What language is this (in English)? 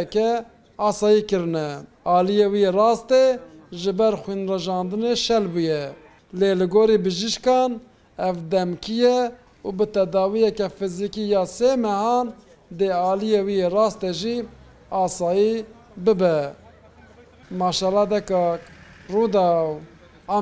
Kurdish